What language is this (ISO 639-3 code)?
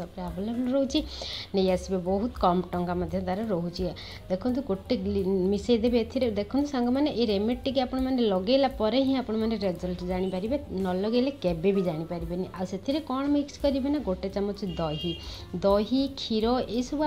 ori